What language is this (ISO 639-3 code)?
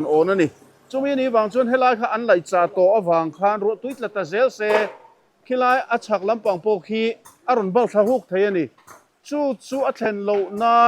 lus